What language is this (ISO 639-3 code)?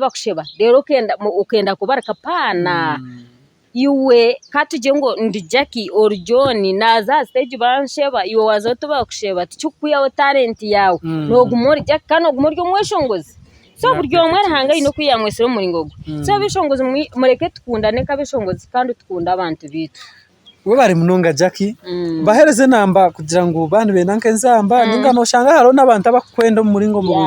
nyn